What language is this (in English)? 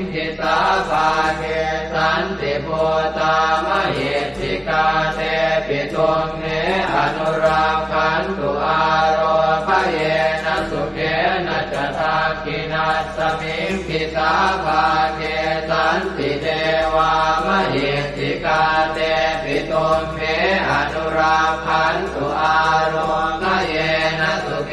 Pali